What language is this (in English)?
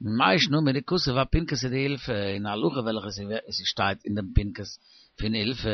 Yiddish